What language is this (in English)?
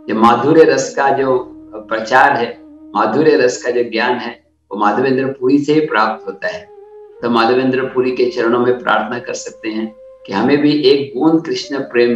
Hindi